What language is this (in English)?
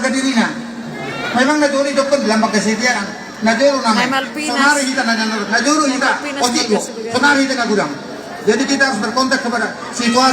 Batak Toba